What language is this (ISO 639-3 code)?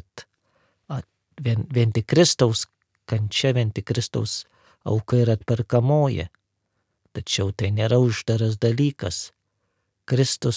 lit